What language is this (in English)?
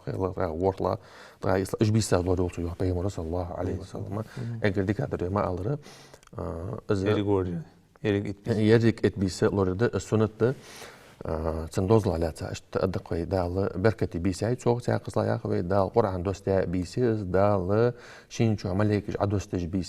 Ingush